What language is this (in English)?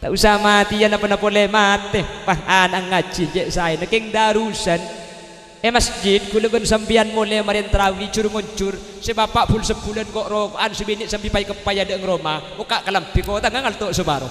Madurese